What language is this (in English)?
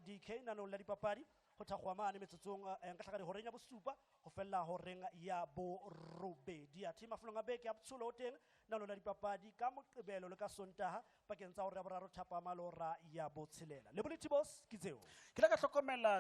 Southern Sotho